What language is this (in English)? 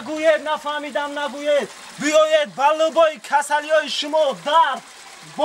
Tajik